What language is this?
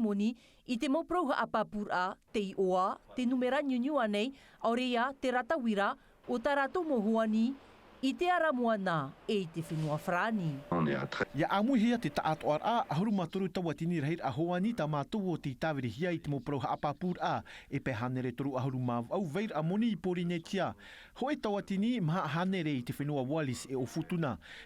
Tahitian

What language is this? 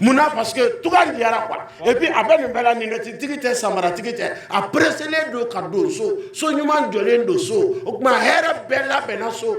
Bambara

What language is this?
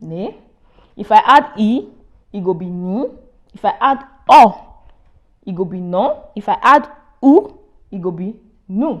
Nigerian Pidgin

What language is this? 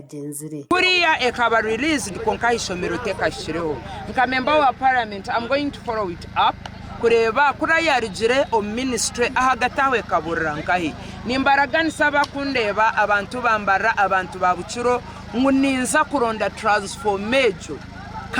Nyankole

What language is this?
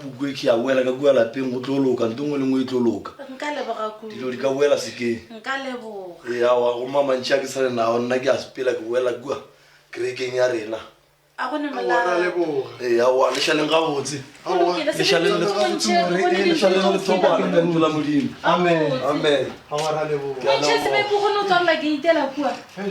Northern Sotho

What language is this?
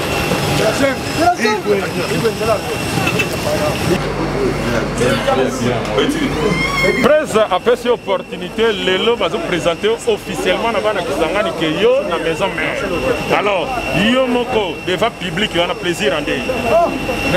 Lingala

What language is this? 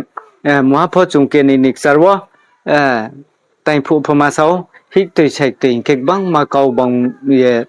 Riang (India)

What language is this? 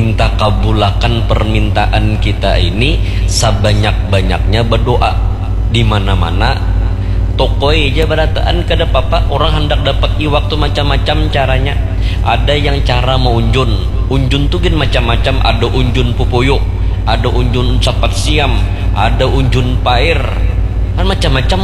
Banjar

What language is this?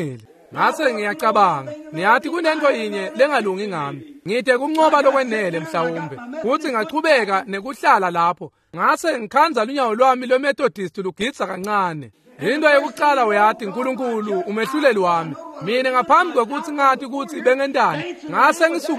Swati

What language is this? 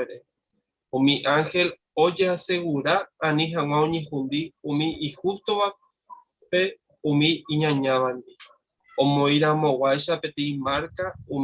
Guarani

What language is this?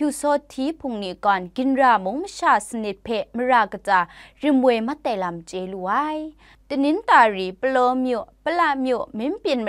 Kachin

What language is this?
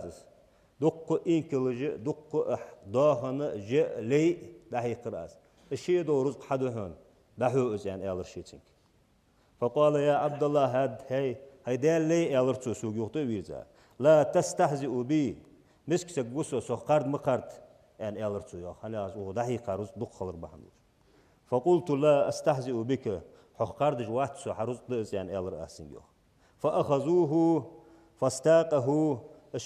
Ingush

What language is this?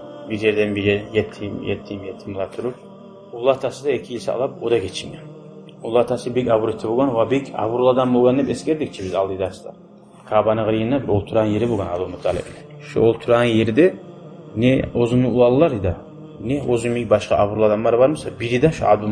Kumyk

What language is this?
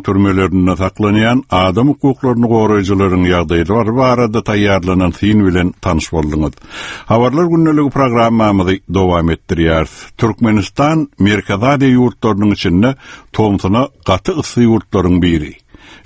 Turkmen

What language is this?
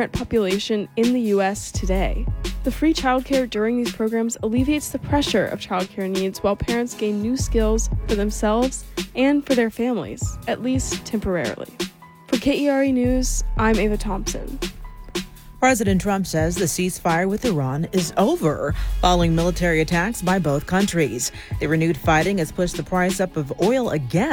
English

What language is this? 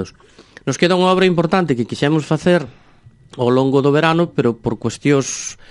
Galician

